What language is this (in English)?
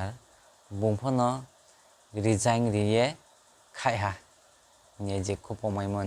Kok Borok